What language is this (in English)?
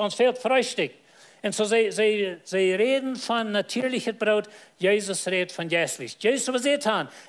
Plautdietsch